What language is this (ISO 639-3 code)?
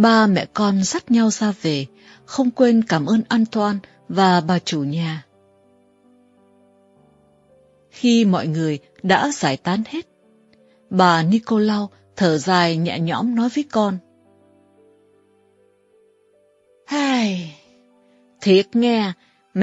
vie